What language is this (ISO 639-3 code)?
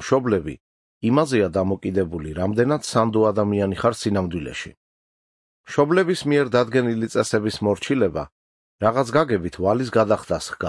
kat